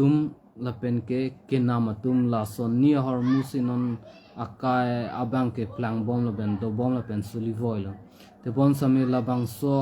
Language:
Karbi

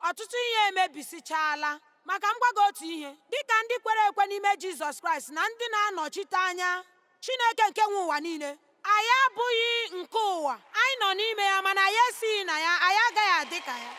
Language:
Igbo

